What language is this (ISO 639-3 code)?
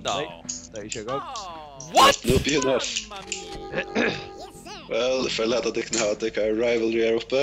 fao